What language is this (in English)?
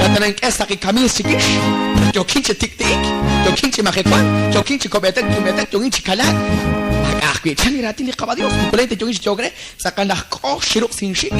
Kekchí